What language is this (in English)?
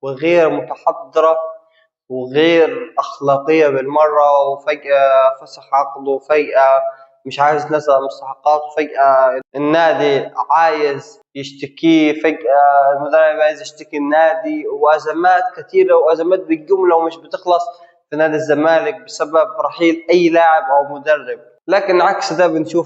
Egyptian Arabic